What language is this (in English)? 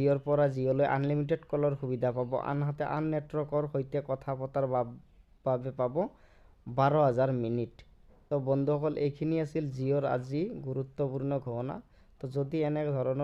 Assamese